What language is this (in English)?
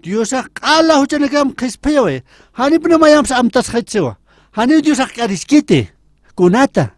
Aymara